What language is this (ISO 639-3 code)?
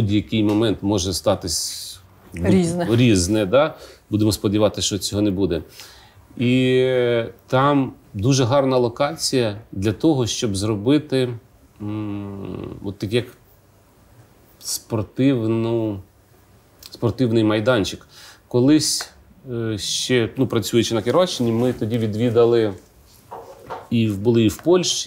ukr